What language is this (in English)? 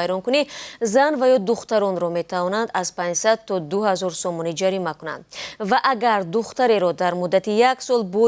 Tajik